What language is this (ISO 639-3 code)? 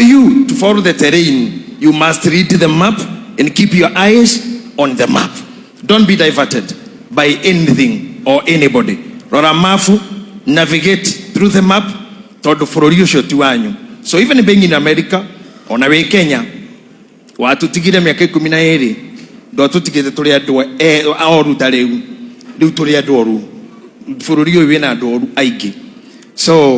kik